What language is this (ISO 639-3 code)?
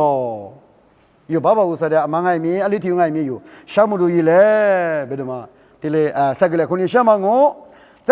lis